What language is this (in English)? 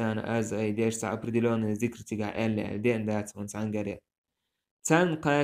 Chechen